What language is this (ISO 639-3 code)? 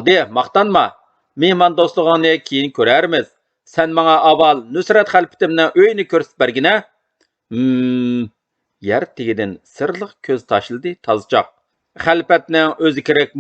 uig